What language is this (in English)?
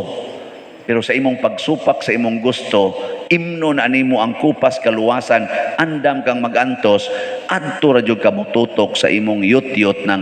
Cebuano